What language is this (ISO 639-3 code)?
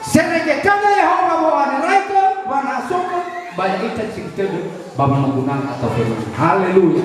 nia